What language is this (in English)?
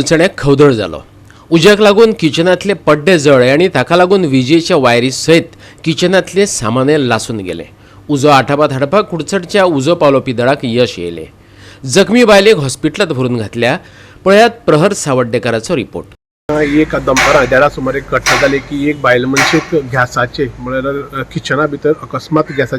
Konkani